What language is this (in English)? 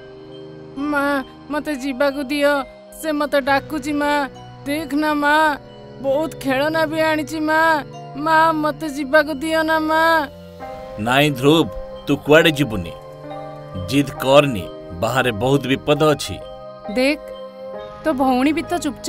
Odia